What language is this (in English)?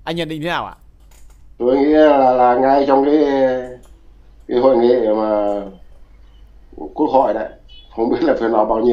Vietnamese